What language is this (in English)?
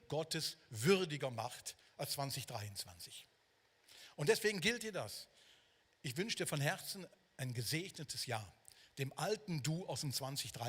Swiss German